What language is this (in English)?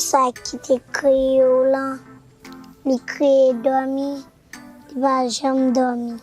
Haitian Creole